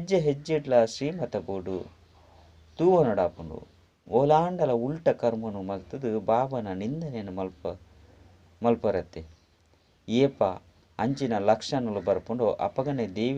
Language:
Tulu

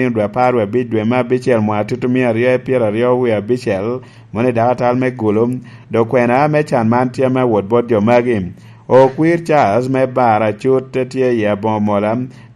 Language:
Lango (Uganda)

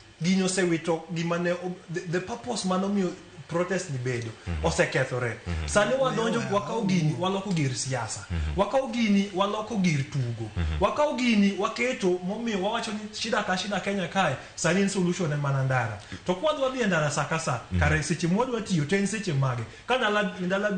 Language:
Luo (Kenya and Tanzania)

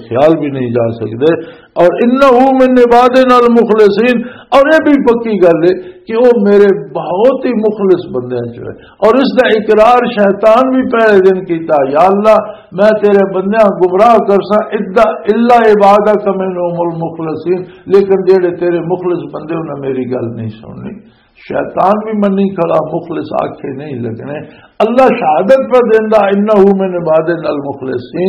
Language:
Western Panjabi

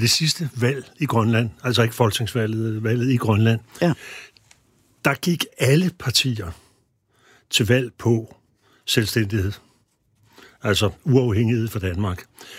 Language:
Danish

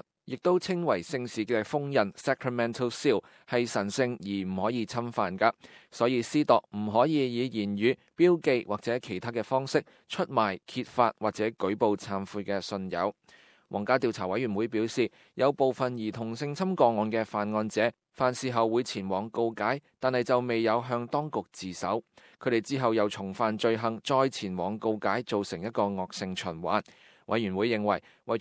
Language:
Cantonese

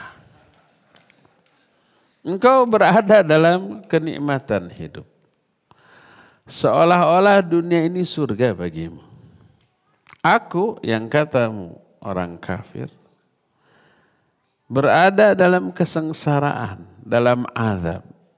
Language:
Indonesian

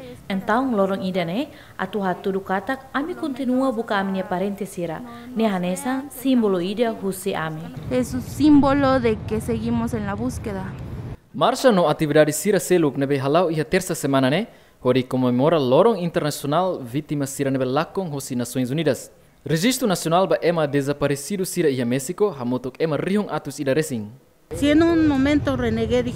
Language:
Tetum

